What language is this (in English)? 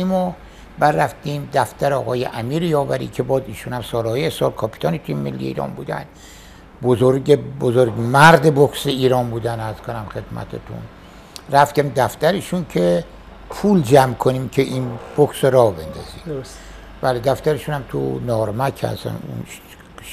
Persian